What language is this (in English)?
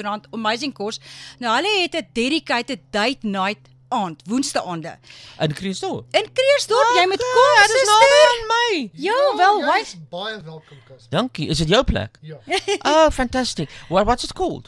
Afrikaans